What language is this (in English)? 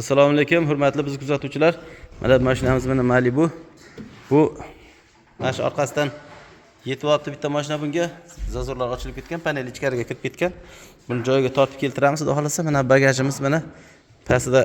Uzbek